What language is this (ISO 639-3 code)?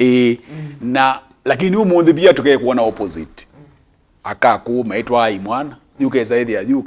kam